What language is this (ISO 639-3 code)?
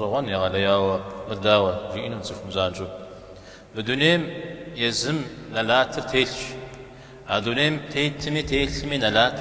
kbd